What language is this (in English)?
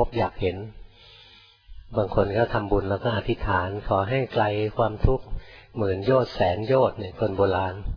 Thai